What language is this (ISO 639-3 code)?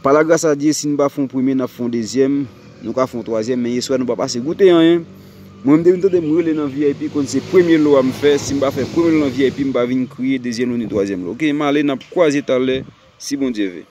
hat